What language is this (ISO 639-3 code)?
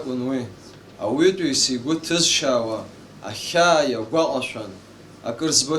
abk